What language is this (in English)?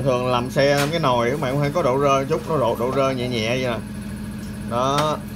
Vietnamese